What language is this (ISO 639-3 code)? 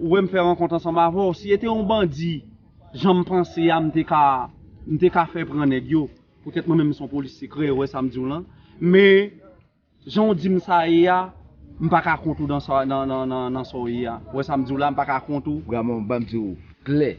hat